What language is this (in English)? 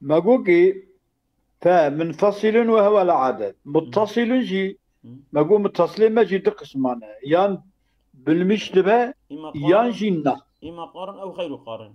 Kurdish